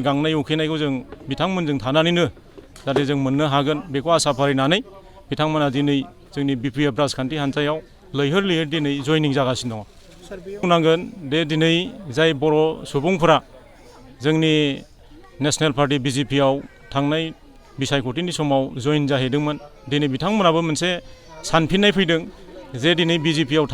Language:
Bodo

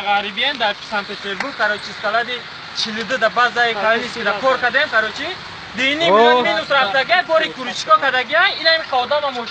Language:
Tajik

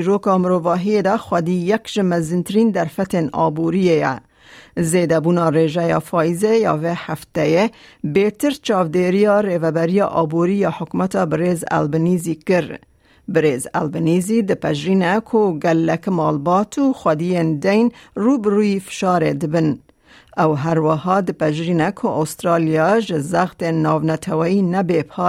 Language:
Kurdish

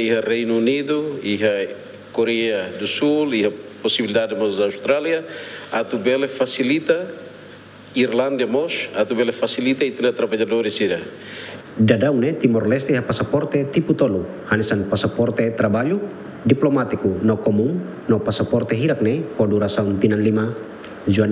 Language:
Tetum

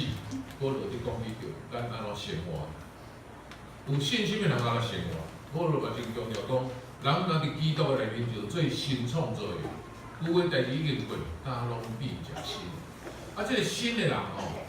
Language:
Min Nan Chinese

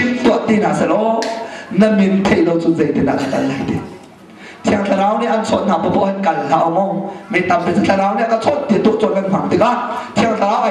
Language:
Hakha Chin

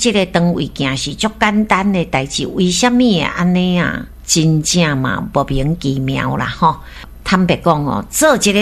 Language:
Min Nan Chinese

